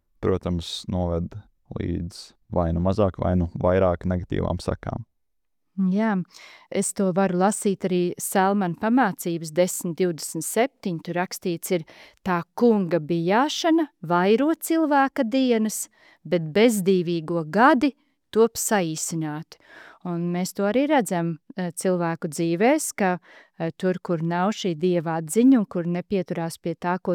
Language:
Latvian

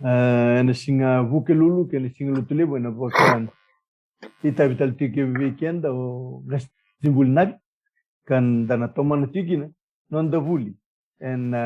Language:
Fijian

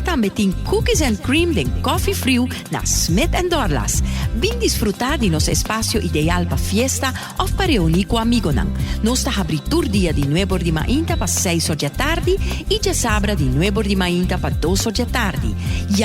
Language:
Papiamento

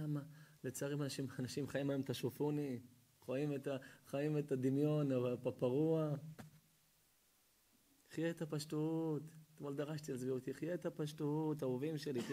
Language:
Hebrew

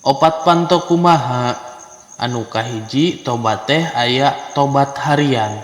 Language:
Sundanese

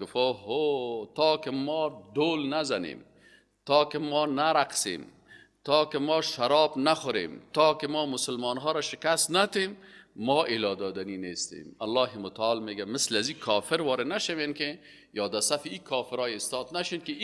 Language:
Persian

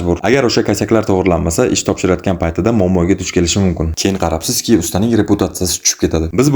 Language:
Uzbek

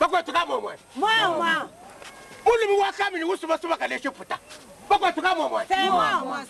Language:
Luba-Lulua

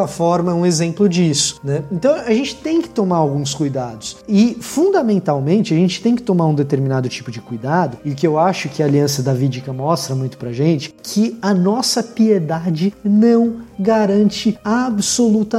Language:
Portuguese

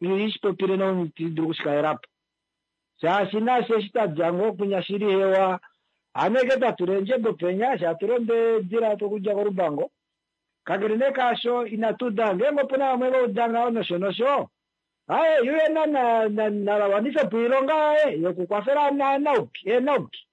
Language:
Kuanyama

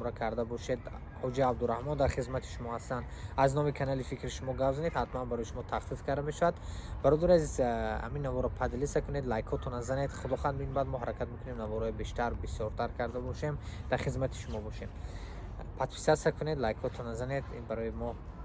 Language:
Tajik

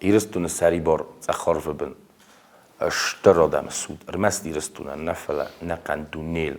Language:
Ossetic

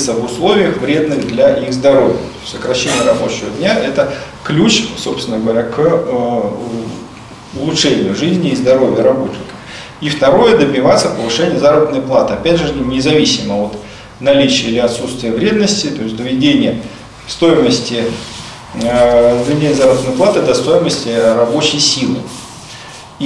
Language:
Russian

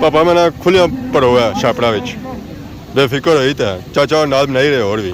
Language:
Pahari-Potwari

